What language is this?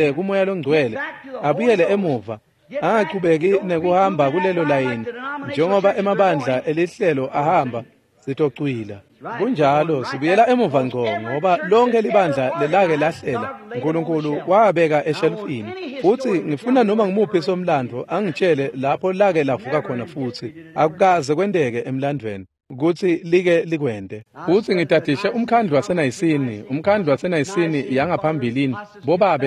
Swati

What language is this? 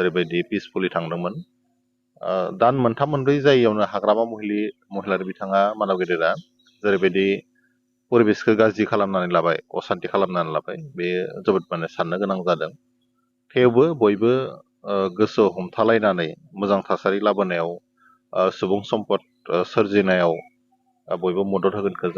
Bodo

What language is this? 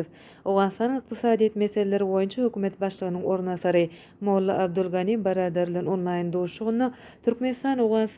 Turkmen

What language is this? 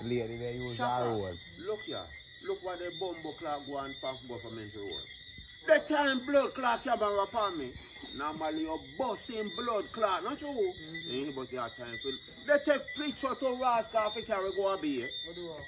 Jamaican Creole English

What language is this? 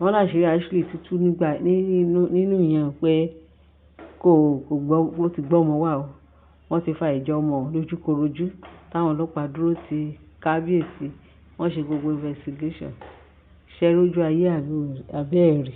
Yoruba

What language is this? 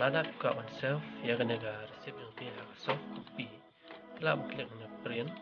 Khasi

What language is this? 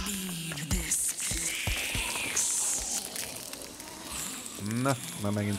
Hungarian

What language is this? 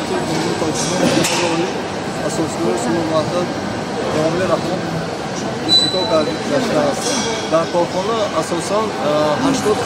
Tajik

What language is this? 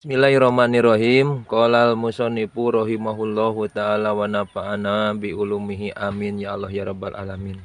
Sundanese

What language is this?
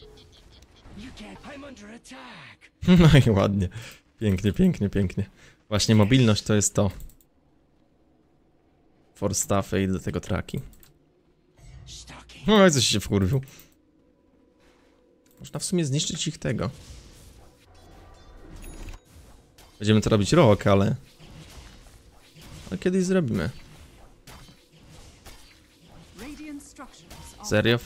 Polish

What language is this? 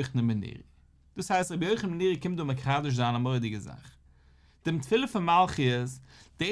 Yiddish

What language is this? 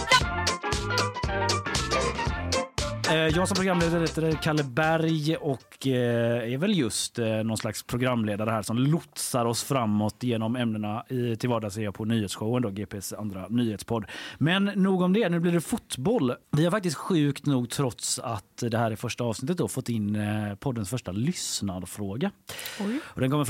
Swedish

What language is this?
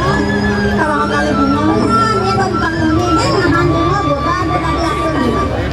Balinese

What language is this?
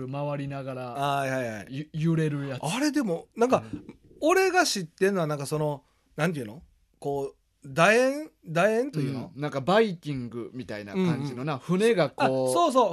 Japanese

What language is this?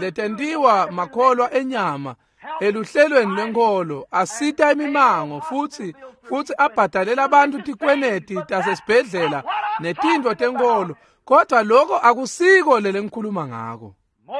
Swati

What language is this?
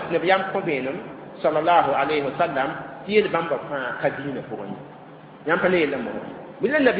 Mossi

